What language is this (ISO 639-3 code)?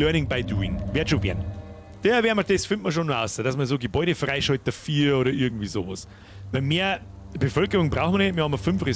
bar